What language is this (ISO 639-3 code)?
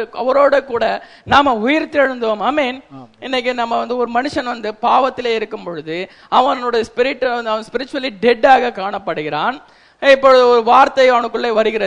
tam